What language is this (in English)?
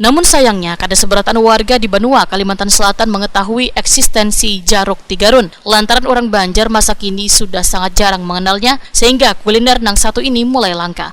Banjar